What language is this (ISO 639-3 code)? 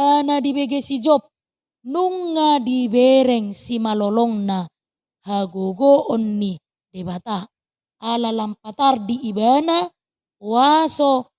bbc